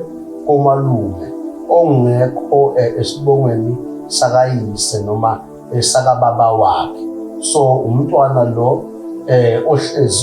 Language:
Zulu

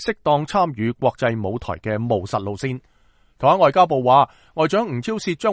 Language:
Cantonese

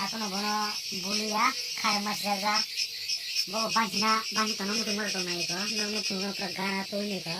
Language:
Kok Borok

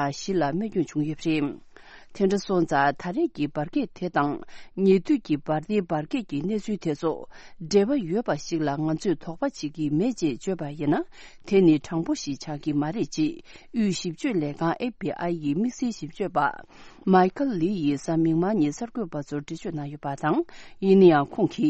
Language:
Tibetan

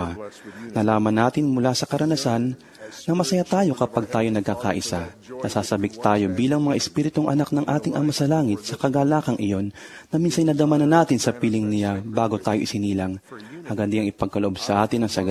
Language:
Filipino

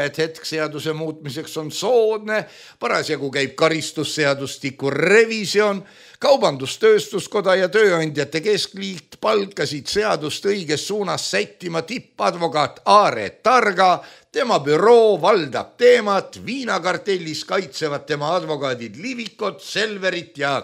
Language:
Estonian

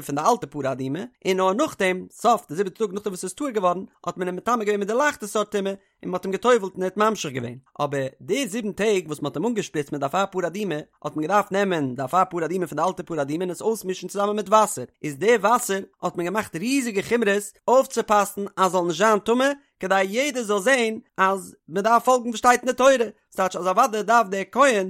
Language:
Yiddish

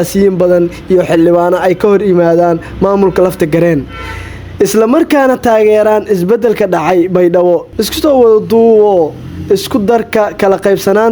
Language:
Somali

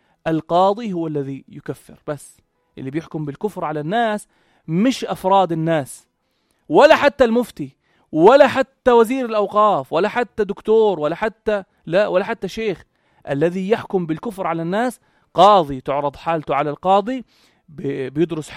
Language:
North Levantine Arabic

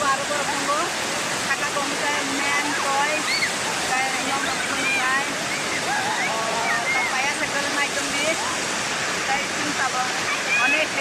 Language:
Kok Borok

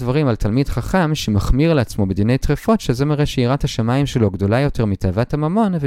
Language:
Hebrew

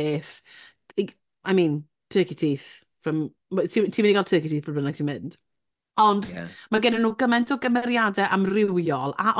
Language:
Welsh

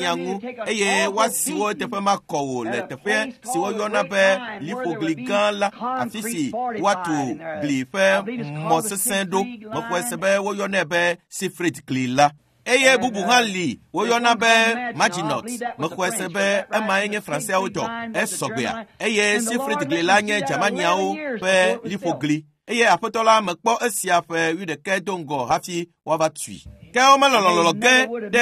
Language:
Ewe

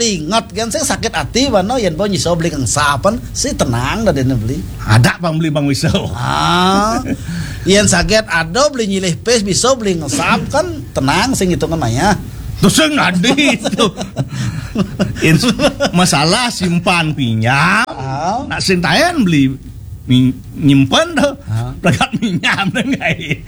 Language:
Balinese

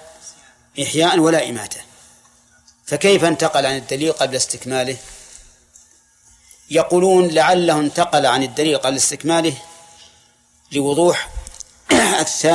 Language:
Arabic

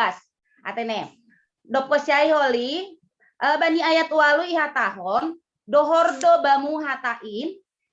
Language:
Batak Simalungun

